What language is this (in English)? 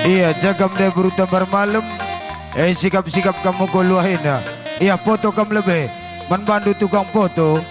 Batak Karo